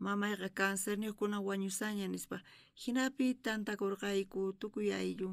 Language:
South Bolivian Quechua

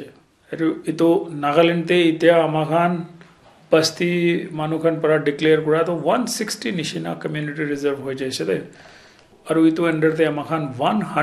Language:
Naga Pidgin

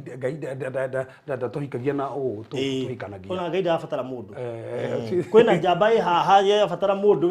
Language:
Kikuyu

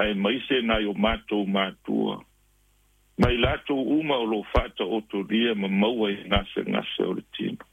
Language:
Samoan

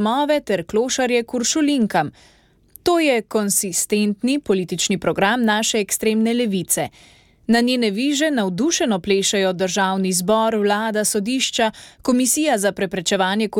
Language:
Slovenian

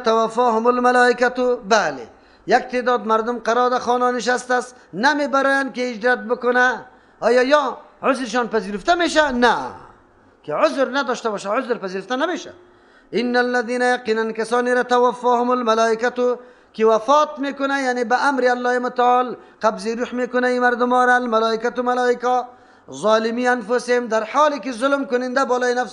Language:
Persian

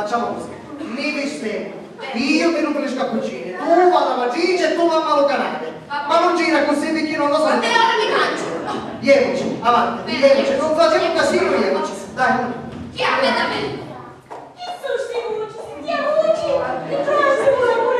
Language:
Sicilian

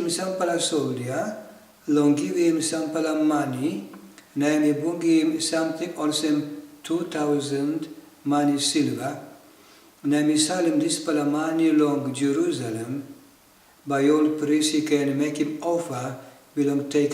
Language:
Tok Pisin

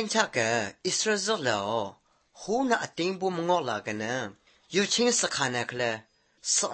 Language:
Burmese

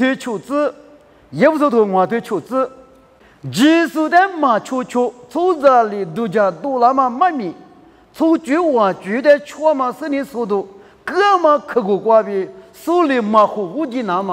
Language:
Lisu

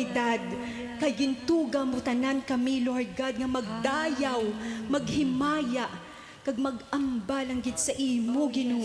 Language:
Hiligaynon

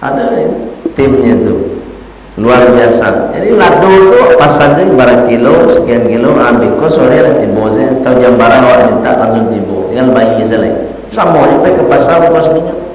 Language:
Minangkabau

